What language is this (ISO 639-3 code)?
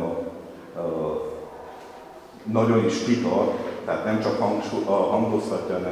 hun